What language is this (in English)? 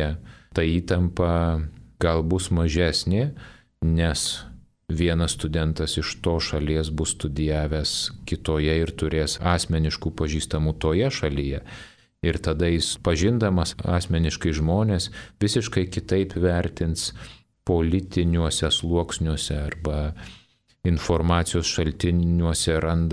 Lithuanian